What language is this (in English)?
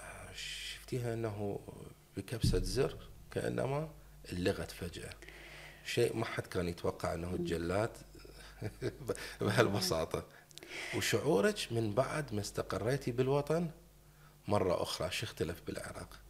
Mesopotamian Arabic